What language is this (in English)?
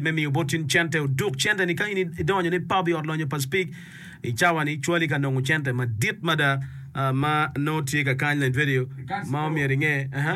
Acoli